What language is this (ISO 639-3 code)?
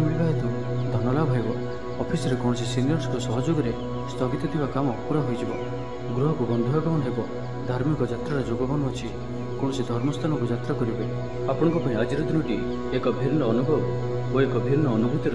ori